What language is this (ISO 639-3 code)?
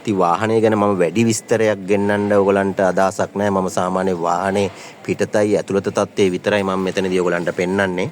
sin